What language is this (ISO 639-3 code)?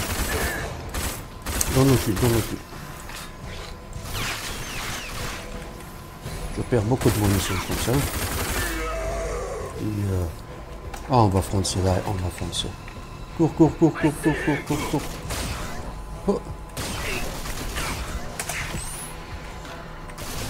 fra